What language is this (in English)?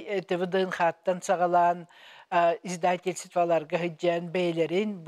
Yakut